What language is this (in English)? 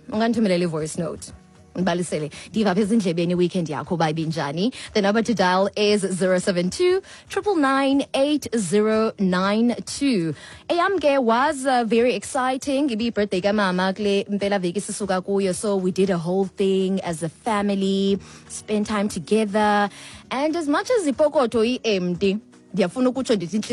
Xhosa